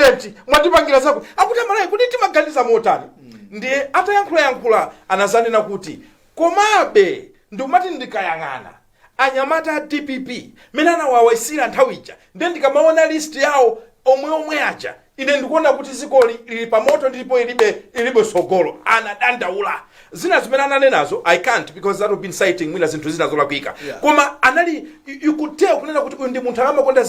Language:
Nyanja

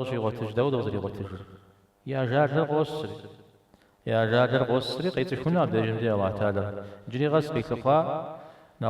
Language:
Kabardian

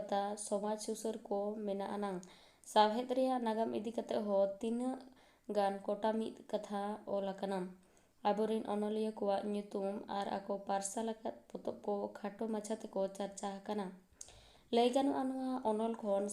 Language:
Santali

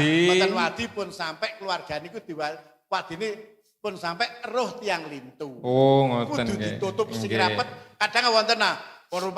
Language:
Javanese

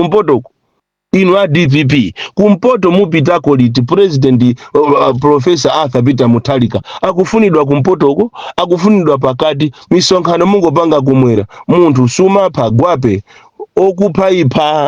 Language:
Nyanja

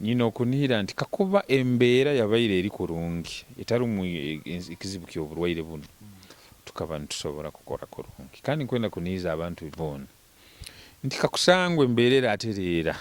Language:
Nyoro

